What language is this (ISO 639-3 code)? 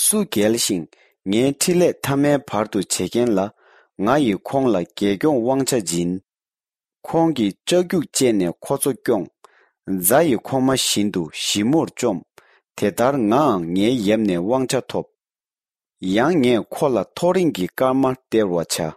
bod